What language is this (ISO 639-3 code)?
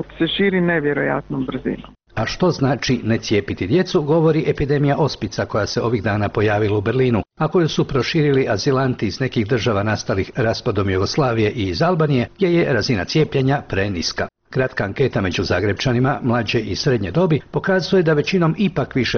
hrv